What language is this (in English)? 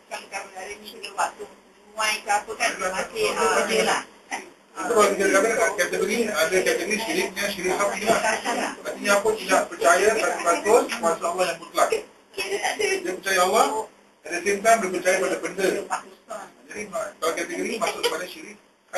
Malay